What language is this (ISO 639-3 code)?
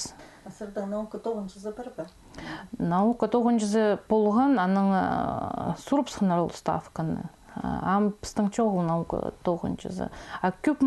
kjh